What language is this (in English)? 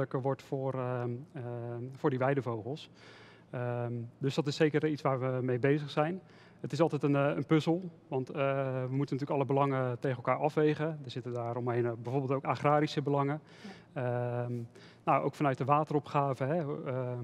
Dutch